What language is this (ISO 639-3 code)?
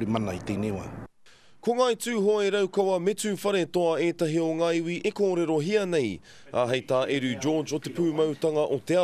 mri